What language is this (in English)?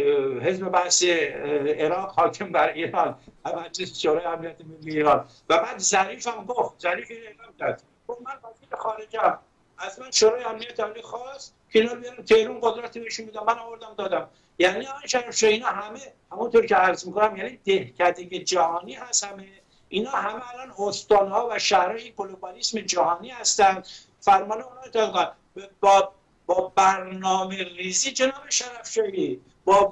Persian